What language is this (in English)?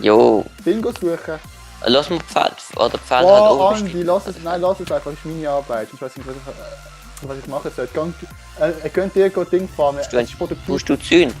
Swiss German